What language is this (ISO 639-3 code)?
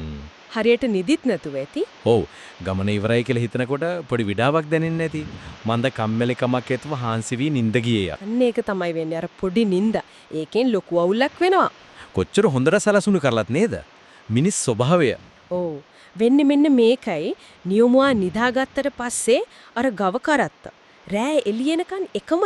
sin